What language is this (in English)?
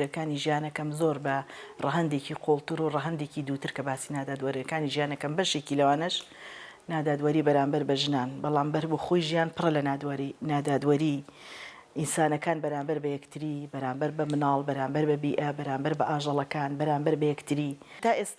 Central Kurdish